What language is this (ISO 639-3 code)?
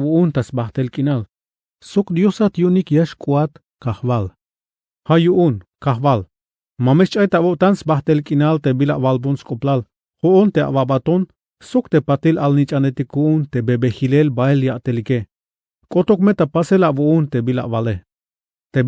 tzh